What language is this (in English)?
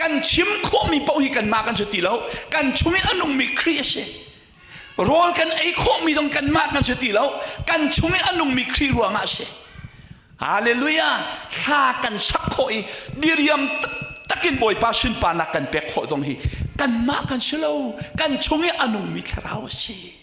Hakha Chin